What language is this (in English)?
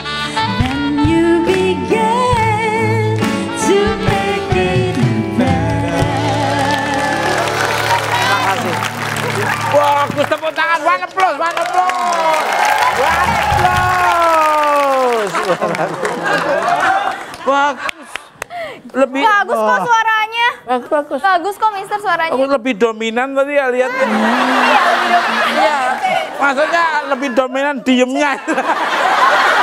Indonesian